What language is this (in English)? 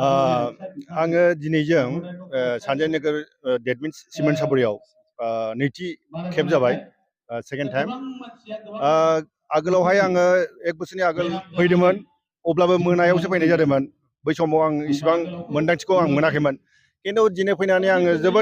Bodo